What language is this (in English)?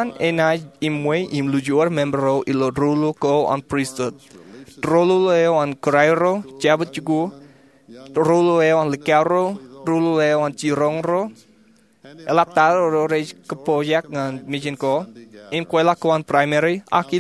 Marshallese